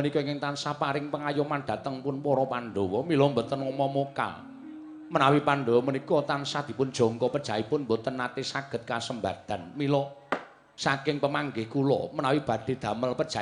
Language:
Javanese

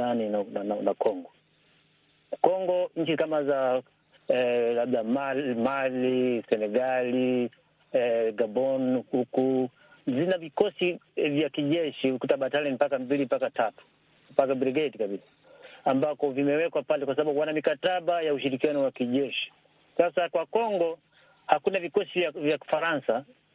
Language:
Swahili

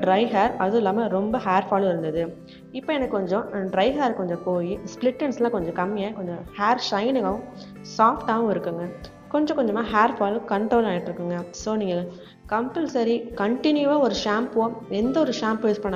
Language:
Tamil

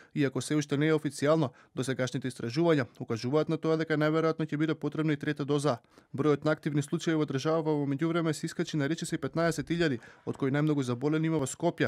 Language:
Macedonian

